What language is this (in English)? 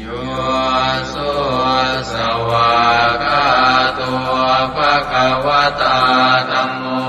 Pali